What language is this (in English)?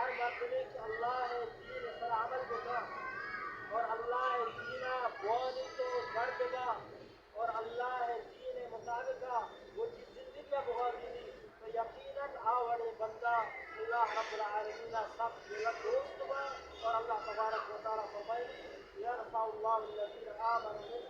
Baluchi